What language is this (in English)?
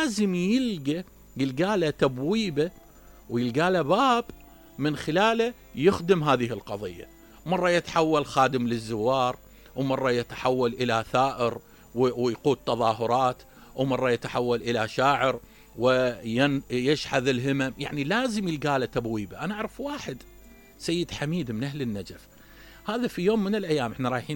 Mesopotamian Arabic